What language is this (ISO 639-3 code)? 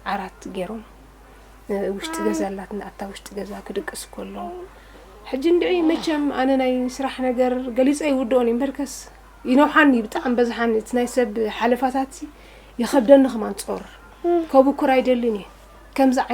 tir